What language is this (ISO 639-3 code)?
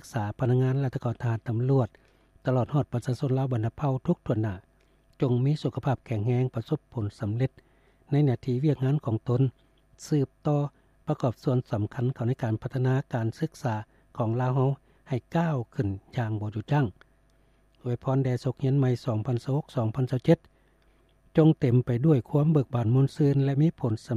lao